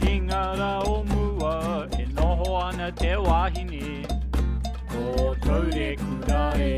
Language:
Māori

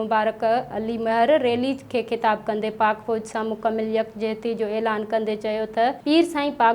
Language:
Sindhi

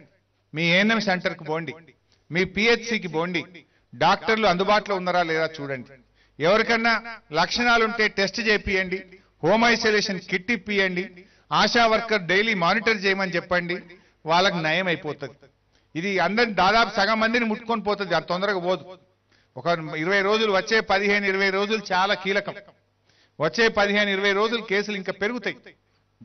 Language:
Telugu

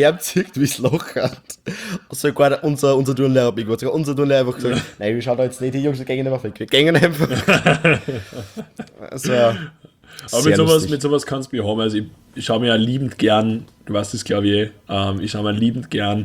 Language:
German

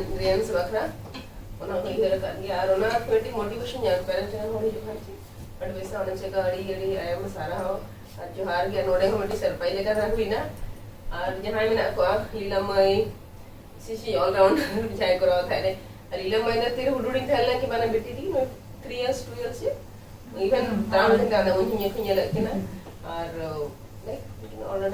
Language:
Santali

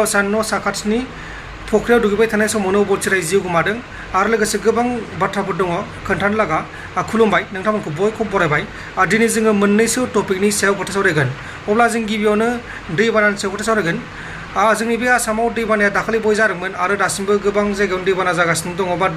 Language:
Bodo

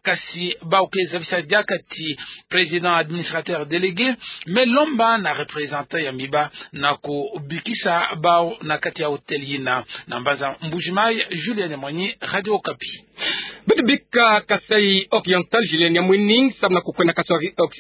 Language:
Kituba (Democratic Republic of Congo)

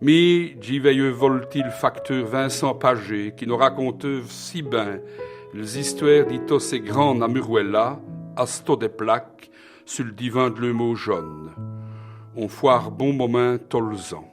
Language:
Walloon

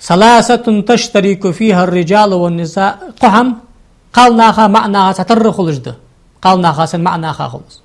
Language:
Ingush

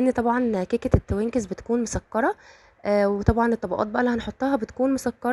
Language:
Egyptian Arabic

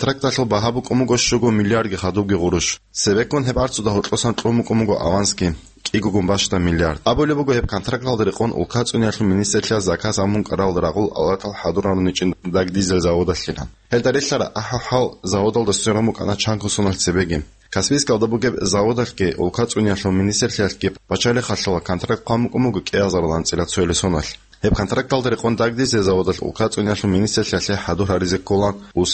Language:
Avaric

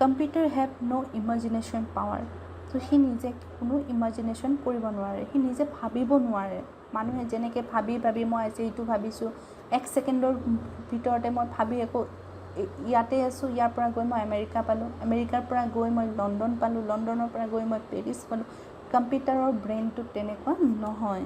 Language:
Assamese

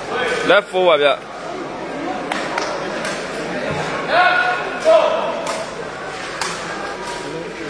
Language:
Burmese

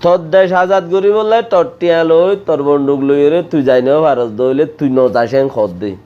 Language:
Rohingya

